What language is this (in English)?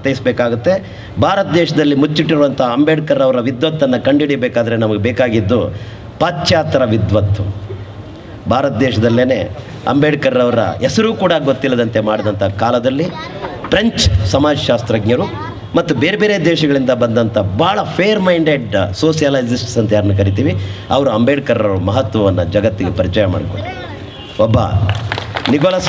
Kannada